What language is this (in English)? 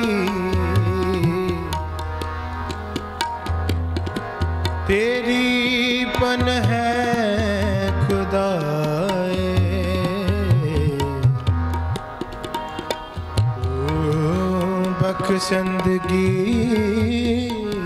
Punjabi